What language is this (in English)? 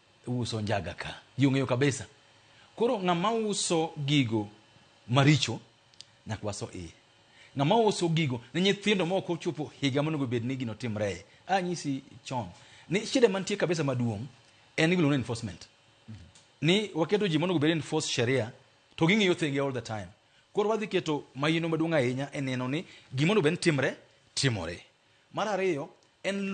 Luo (Kenya and Tanzania)